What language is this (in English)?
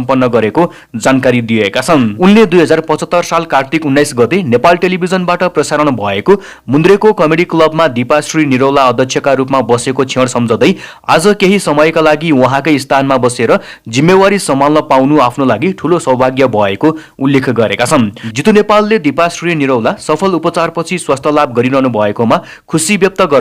Nepali